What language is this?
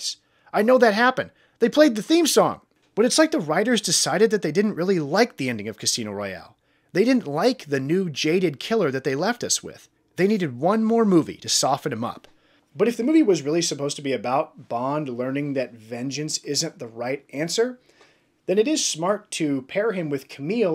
English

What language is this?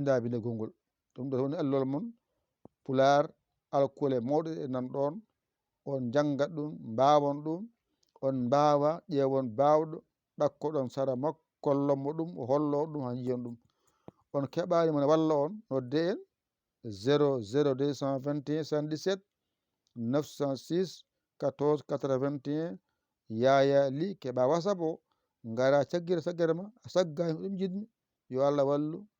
Fula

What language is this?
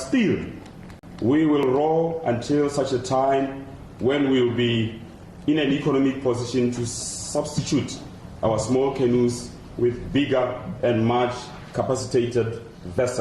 Tswana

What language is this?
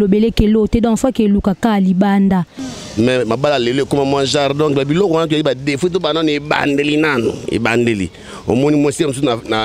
Lingala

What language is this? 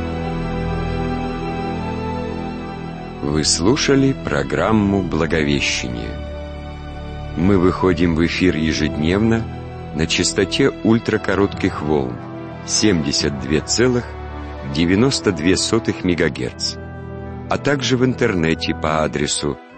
Russian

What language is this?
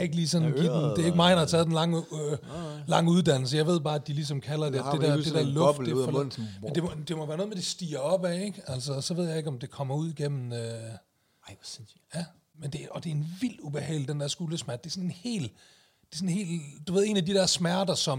Danish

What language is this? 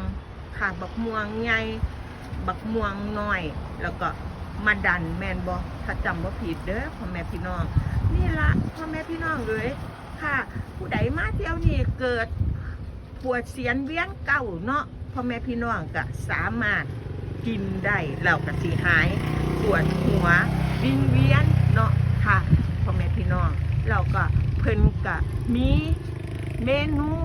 Northeastern Thai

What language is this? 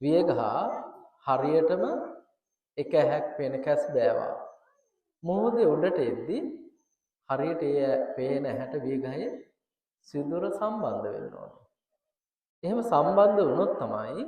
Sinhala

